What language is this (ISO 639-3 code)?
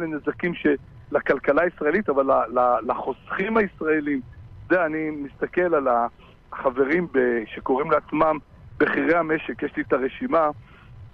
heb